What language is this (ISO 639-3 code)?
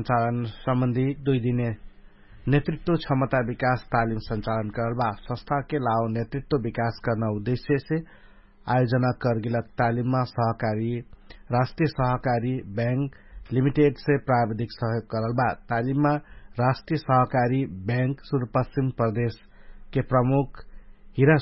thl